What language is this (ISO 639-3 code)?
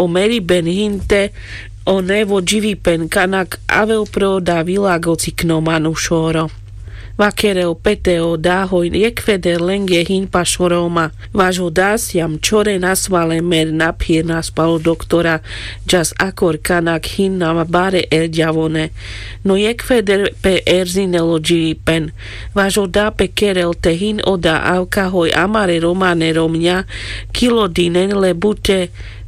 rmc